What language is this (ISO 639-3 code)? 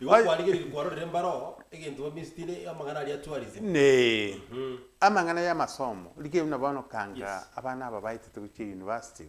guz